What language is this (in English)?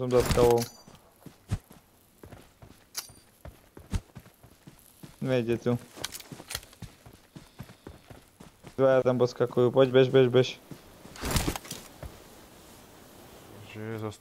Slovak